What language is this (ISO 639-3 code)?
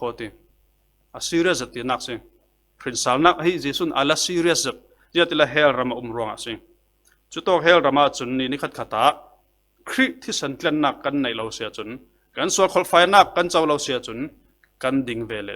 cfm